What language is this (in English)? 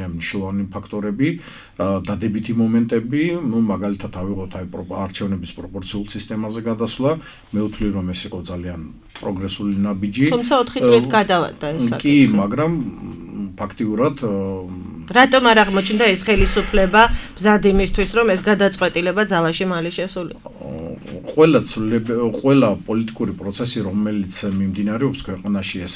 Georgian